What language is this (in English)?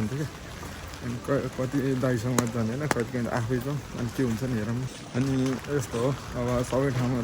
Nepali